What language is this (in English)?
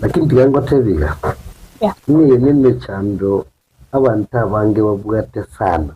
Gusii